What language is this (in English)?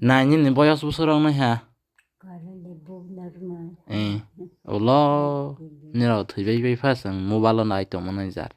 Kok Borok